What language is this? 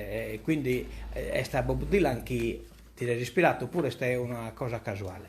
Sardinian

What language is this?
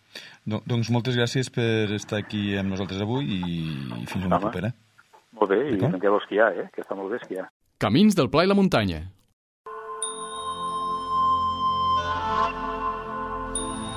Catalan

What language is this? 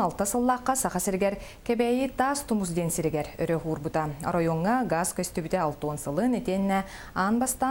Yakut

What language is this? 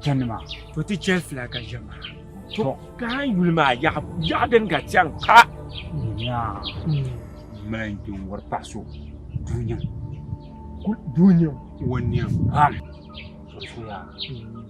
Dagbani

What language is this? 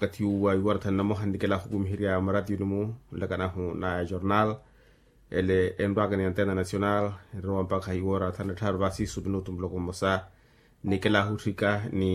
Makhuwa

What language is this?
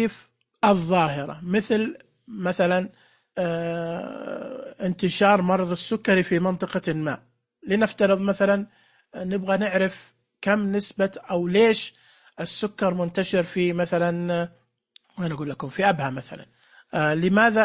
Najdi Arabic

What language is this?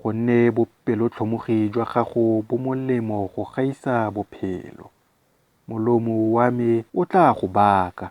Tswana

